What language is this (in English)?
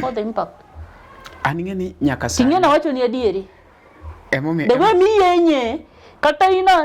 Luo (Kenya and Tanzania)